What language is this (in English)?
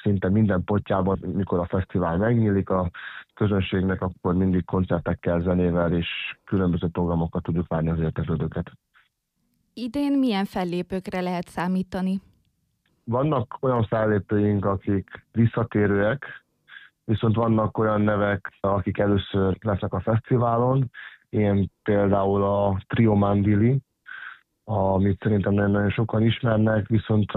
Hungarian